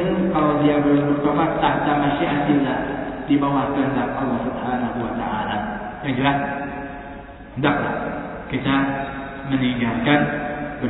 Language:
Indonesian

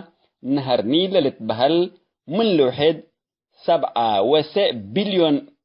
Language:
Tigre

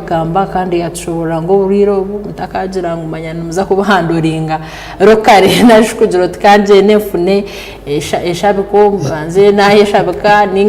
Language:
Nyankole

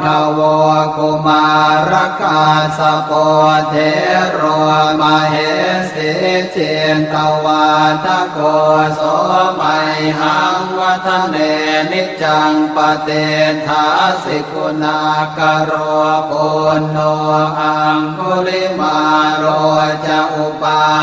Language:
Pali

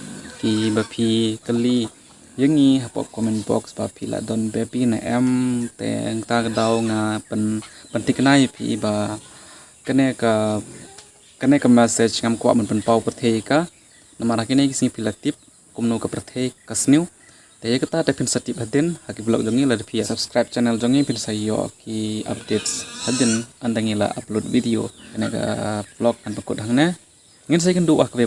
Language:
Khasi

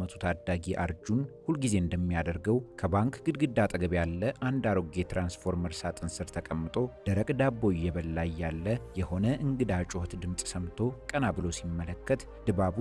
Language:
Amharic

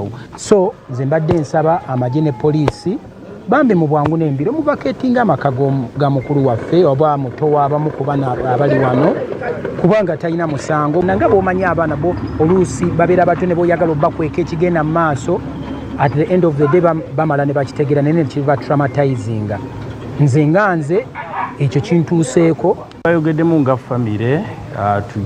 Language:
Ganda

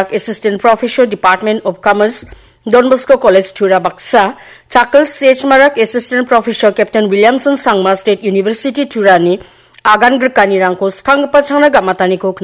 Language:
Garo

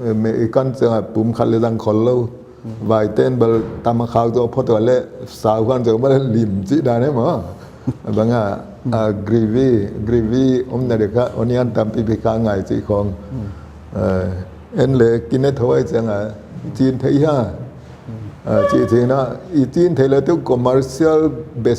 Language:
Paite Chin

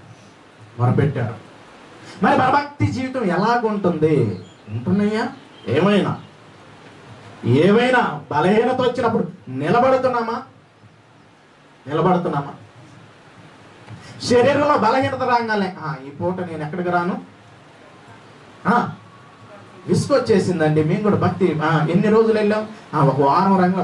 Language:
Telugu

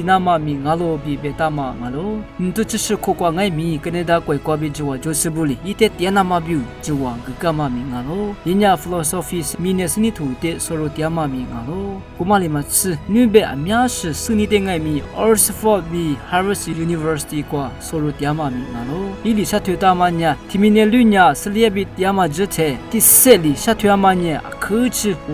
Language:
Lisu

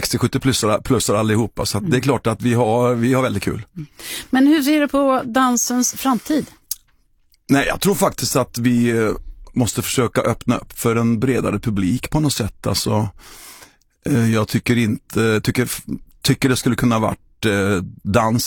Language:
Swedish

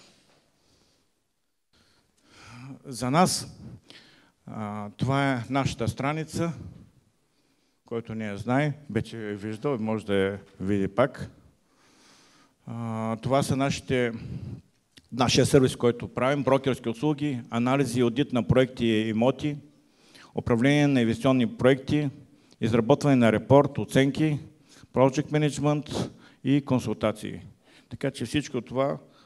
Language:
Bulgarian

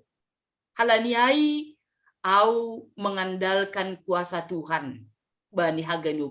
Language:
Batak Simalungun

